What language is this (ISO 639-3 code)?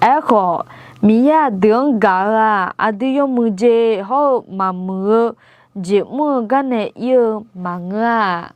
ahk